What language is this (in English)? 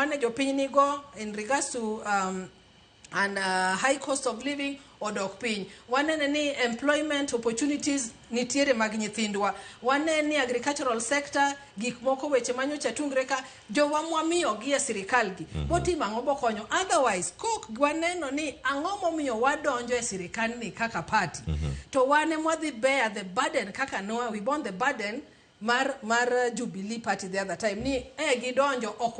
Luo (Kenya and Tanzania)